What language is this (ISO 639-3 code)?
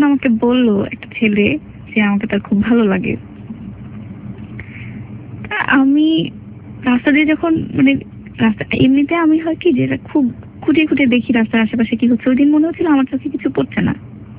ben